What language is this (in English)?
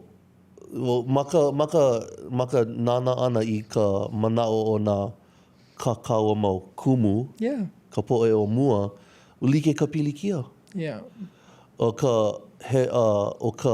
Hawaiian